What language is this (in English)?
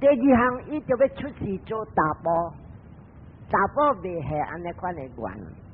Min Nan Chinese